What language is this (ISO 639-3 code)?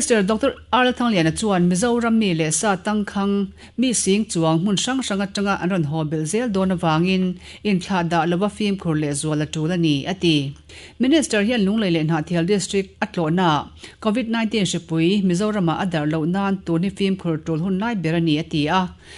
lus